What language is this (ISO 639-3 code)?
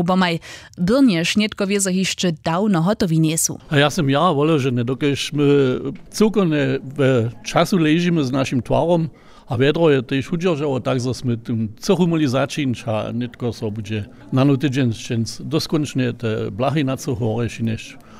hsb